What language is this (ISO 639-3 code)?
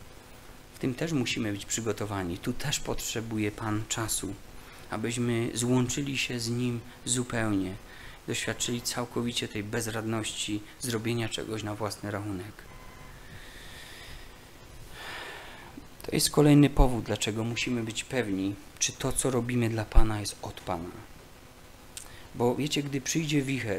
pol